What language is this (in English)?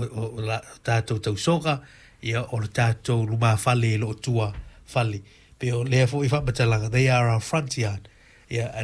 Samoan